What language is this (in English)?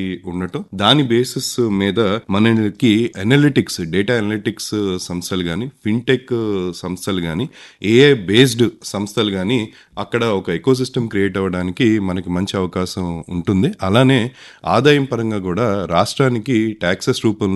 Telugu